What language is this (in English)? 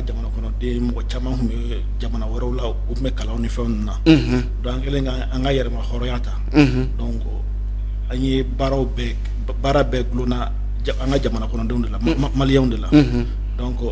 Bambara